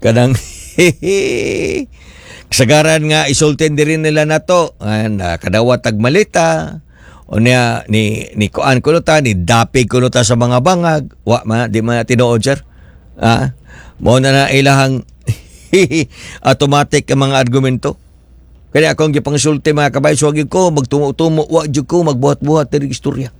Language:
Cebuano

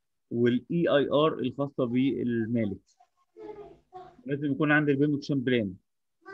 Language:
Egyptian Arabic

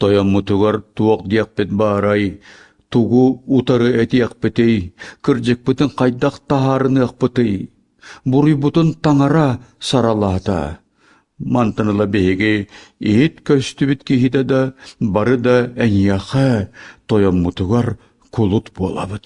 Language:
Yakut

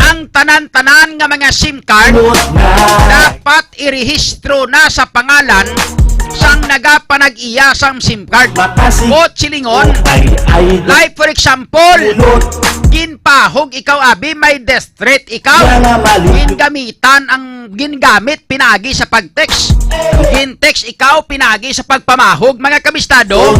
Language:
Hiligaynon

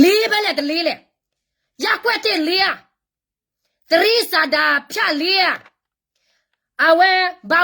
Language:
S'gaw Karen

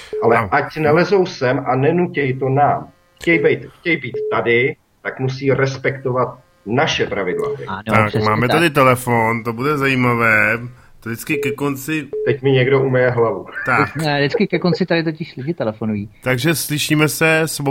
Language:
Czech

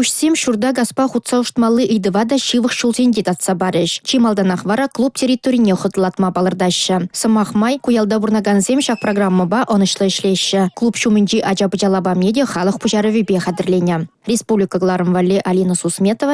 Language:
Chuvash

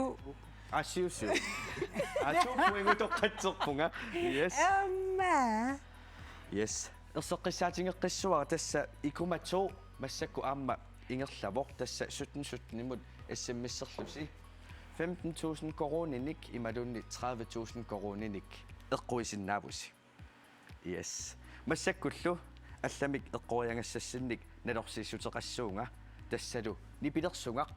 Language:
Kalaallisut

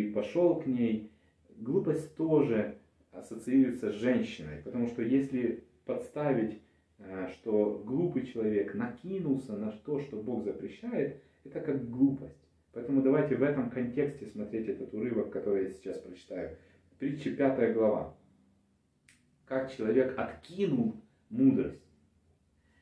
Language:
Russian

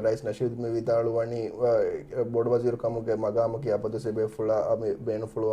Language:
Divehi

